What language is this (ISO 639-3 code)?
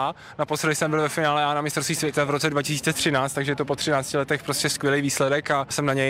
ces